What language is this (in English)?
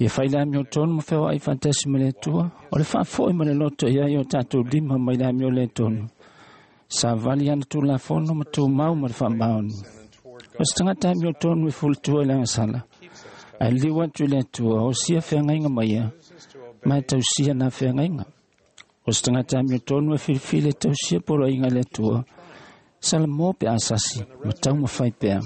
Samoan